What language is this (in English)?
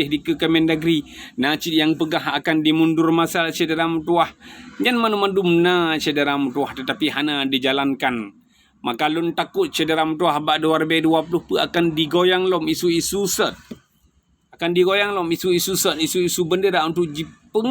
Achinese